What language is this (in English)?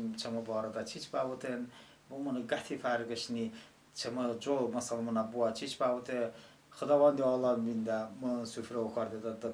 Talysh